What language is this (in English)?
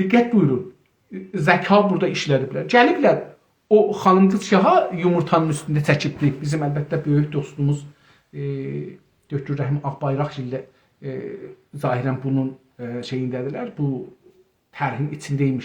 South Azerbaijani